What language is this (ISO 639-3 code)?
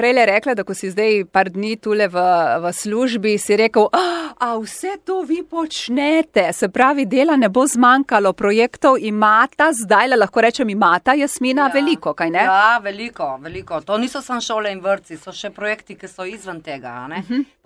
slv